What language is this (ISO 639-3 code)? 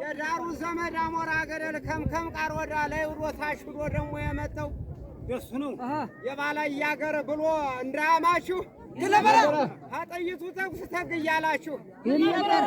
amh